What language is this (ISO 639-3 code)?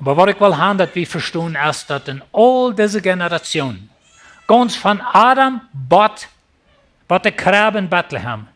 pdt